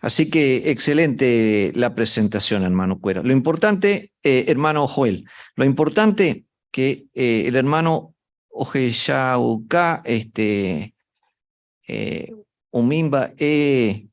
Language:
Guarani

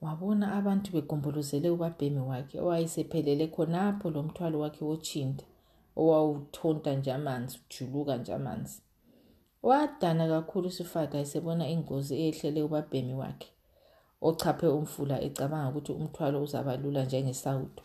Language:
North Ndebele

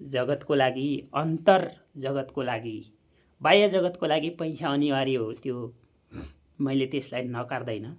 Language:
Nepali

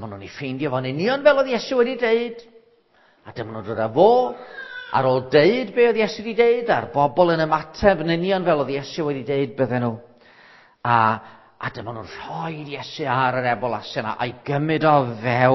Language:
Welsh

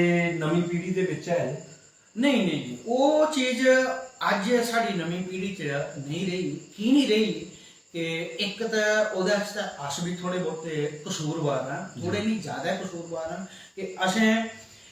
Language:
Dogri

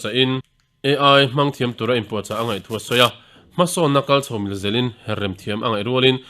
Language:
Mizo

